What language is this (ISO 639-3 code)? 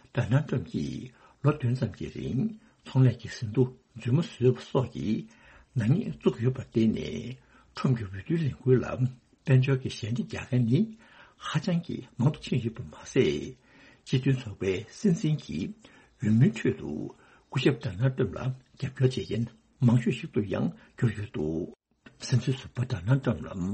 bod